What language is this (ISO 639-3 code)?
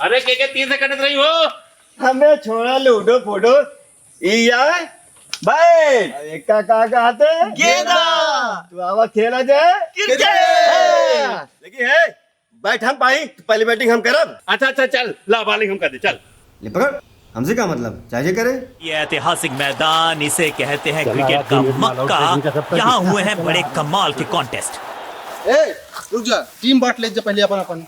awa